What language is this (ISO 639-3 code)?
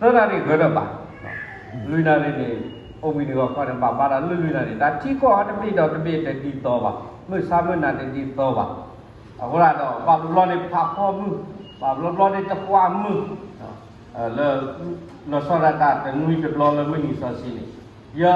ksw